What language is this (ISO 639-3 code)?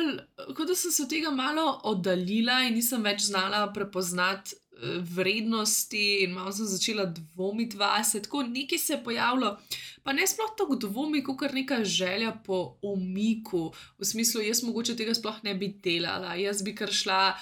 slv